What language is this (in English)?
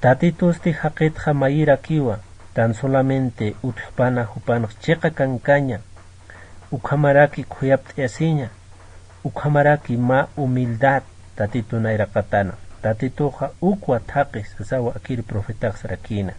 Aymara